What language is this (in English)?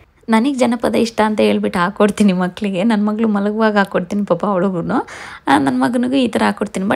Kannada